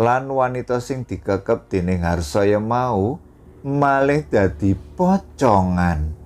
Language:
Javanese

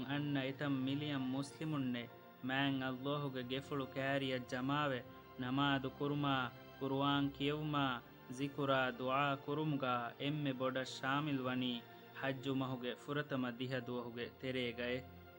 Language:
Divehi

